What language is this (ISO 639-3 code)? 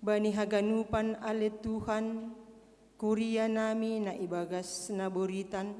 bts